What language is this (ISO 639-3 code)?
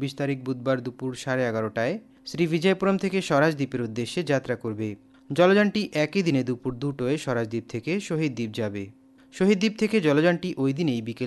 ben